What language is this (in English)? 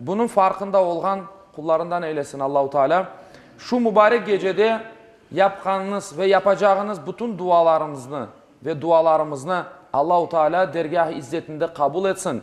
Crimean Tatar